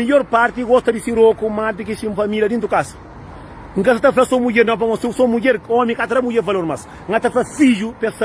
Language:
Kabuverdianu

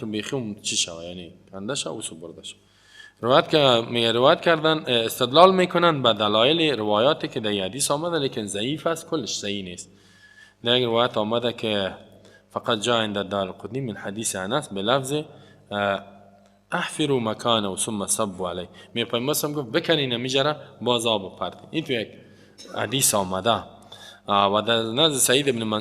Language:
Persian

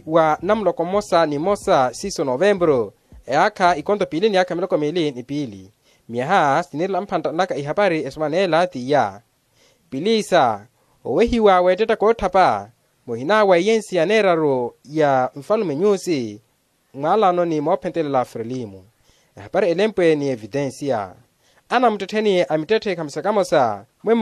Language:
Makhuwa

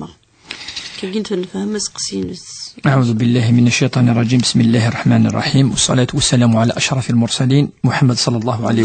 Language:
Kabyle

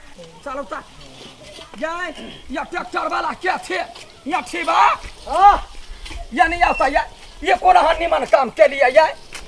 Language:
Maithili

